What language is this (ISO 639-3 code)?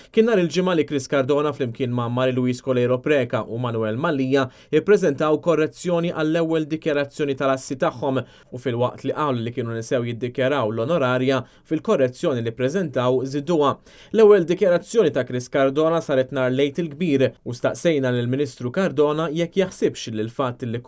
mlt